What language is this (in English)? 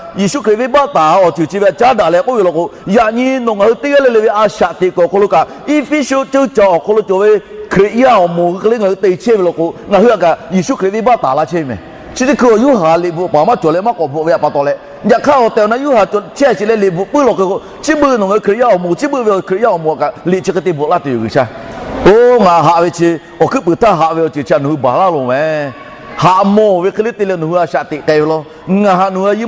Lahu